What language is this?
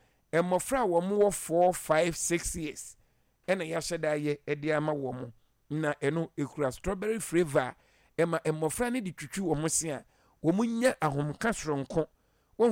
Akan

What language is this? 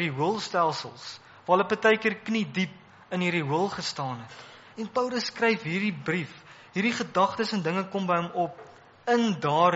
Afrikaans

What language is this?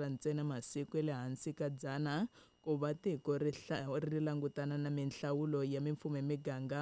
Tsonga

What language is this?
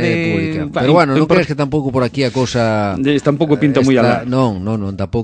Galician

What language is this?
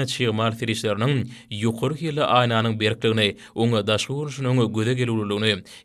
Turkmen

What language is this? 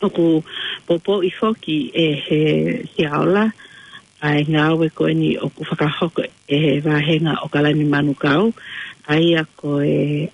Tongan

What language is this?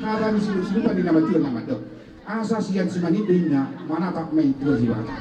Batak Toba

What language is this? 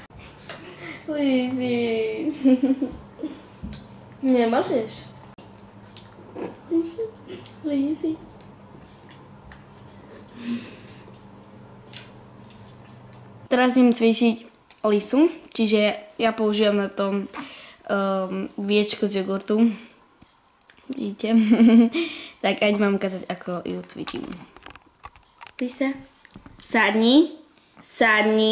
Slovak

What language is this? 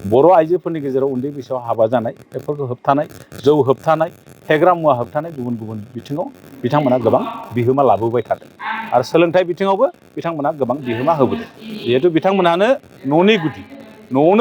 Bodo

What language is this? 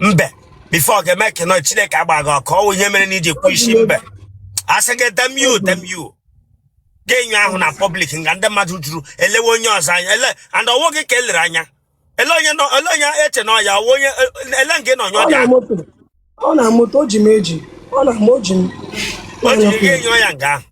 Igbo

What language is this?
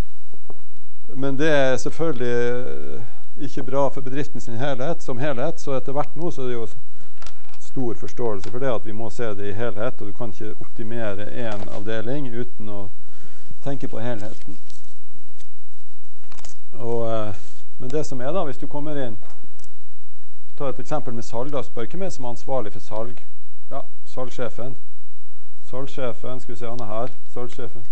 Norwegian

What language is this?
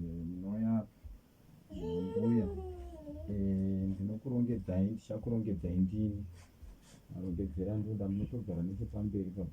Shona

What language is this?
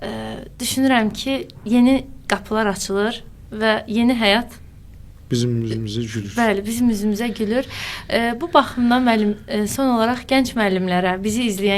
Azerbaijani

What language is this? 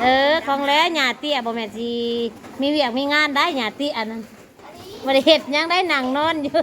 Northeastern Thai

